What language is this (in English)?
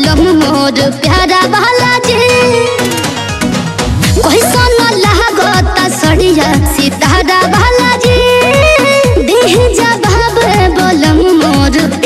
Bhojpuri